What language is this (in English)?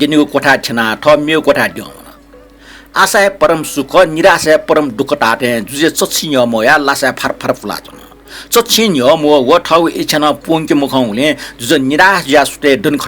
Newari